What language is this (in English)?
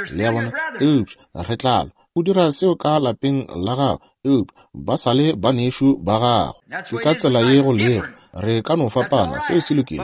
Northern Sotho